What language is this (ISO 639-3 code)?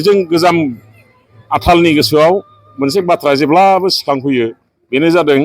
brx